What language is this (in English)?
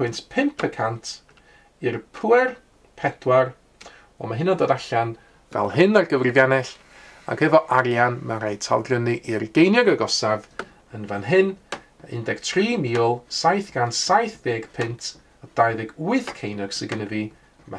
Welsh